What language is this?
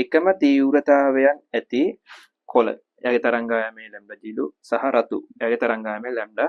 Sinhala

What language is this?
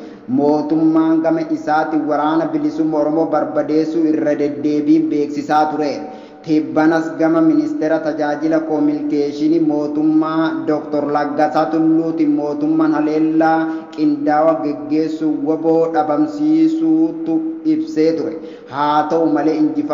Oromo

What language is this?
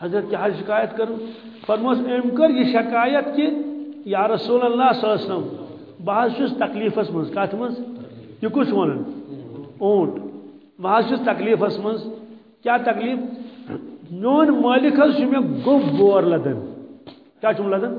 Kashmiri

